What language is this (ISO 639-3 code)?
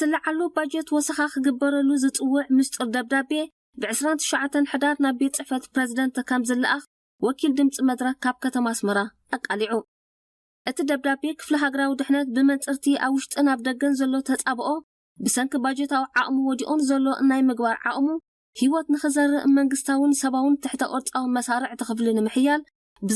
tir